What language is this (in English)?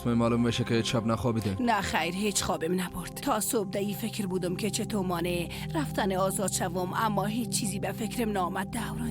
Persian